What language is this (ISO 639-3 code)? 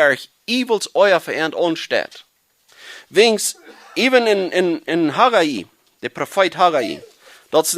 pdt